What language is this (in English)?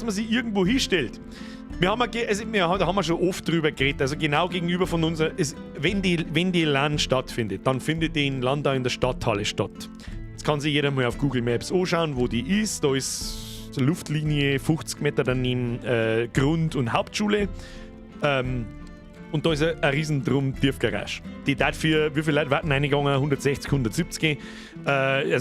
Bavarian